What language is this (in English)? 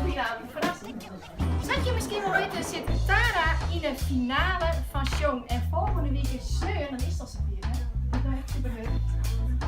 Western Frisian